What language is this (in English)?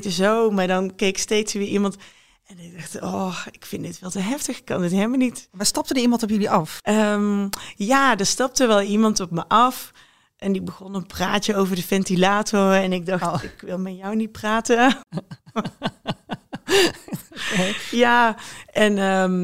Dutch